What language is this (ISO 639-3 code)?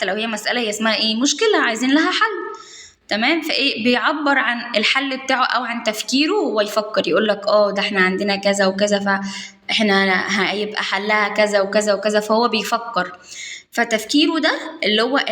arz